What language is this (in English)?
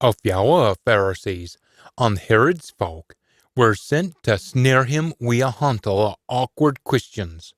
Scots